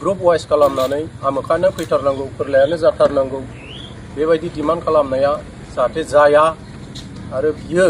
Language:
Bodo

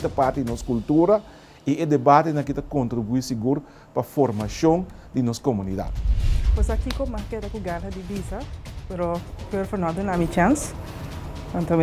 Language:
Papiamento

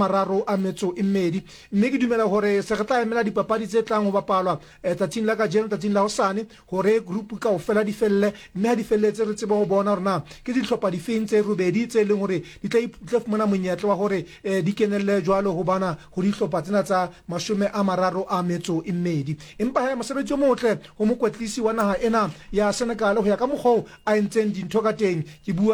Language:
Southern Sotho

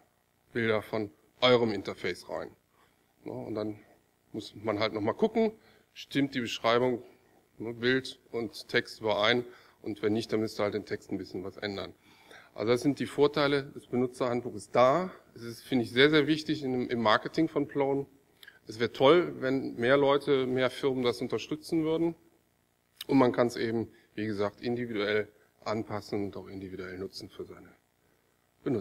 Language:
German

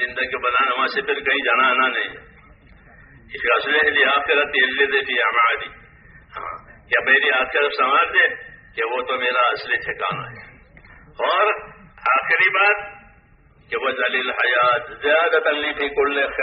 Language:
Urdu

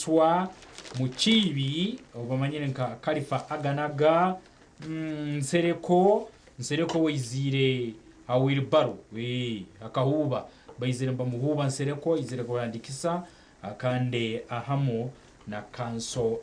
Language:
Nyankole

